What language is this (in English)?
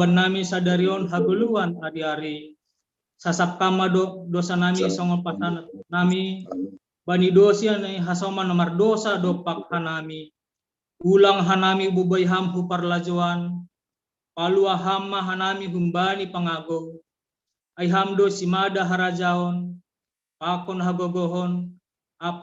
Batak Simalungun